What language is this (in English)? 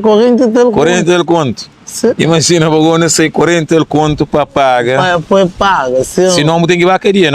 Kabuverdianu